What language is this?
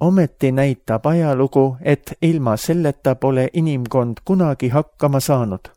Estonian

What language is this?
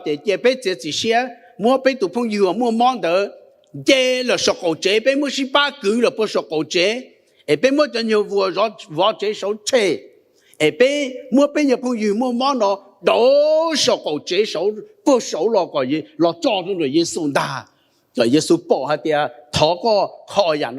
Hmong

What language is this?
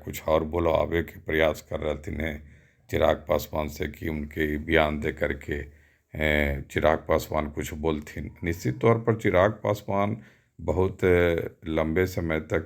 Magahi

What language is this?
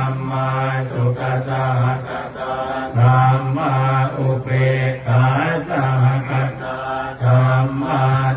Pali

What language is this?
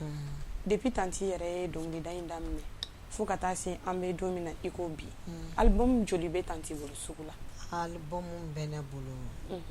Bambara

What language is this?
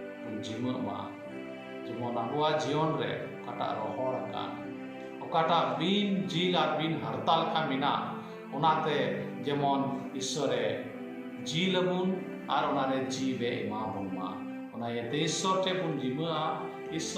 Santali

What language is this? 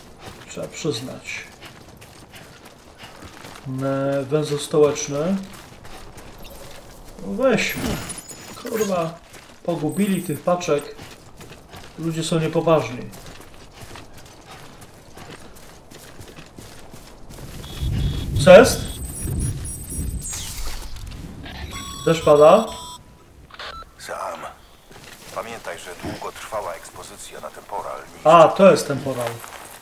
Polish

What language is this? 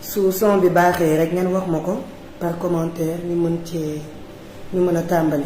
Wolof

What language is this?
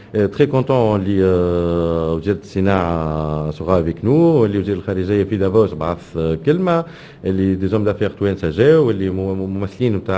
Tunisian Arabic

